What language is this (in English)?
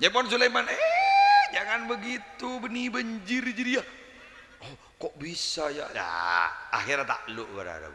Madurese